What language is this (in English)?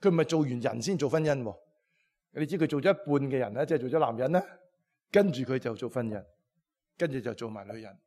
Cantonese